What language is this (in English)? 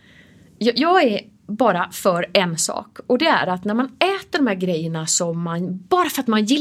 Swedish